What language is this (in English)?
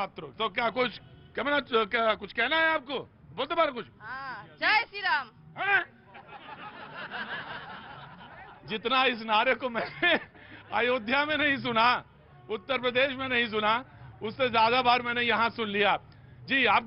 Hindi